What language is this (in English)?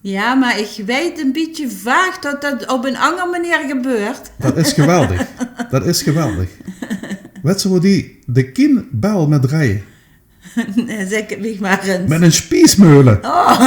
Limburgish